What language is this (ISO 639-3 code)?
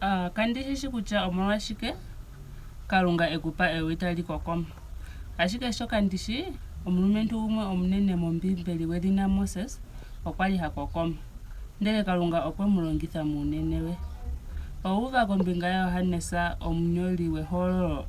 ndo